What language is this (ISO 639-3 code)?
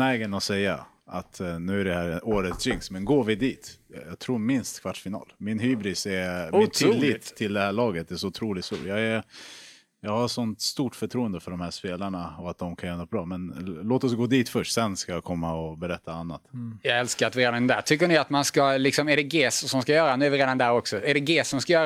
swe